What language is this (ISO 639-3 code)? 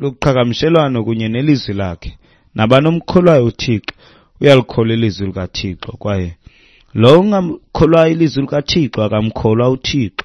xho